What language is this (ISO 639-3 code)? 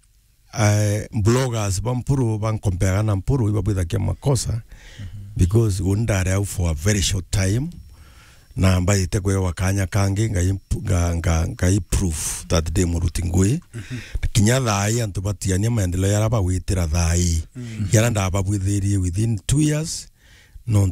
mer